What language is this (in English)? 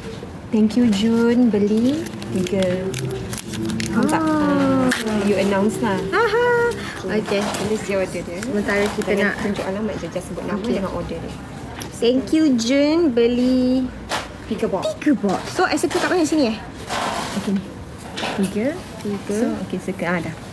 Malay